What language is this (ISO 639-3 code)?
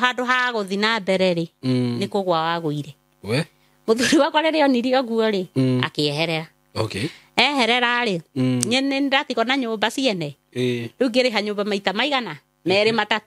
kik